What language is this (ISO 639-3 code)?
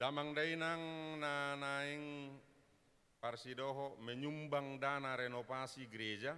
bbc